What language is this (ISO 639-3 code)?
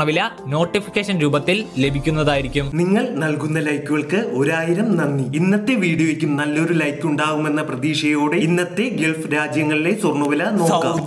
mal